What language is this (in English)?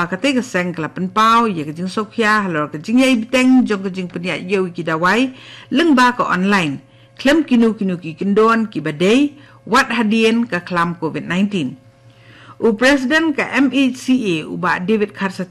Khasi